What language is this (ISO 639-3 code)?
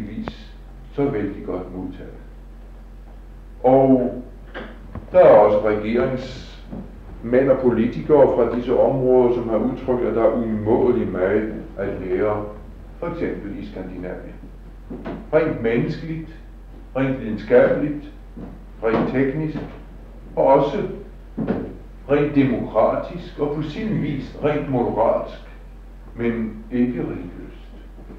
dan